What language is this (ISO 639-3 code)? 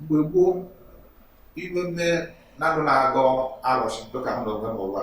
ibo